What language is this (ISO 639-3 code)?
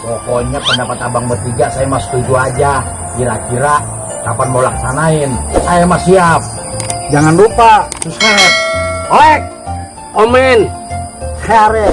bew